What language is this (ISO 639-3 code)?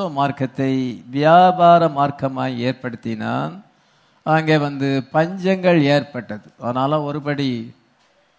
tam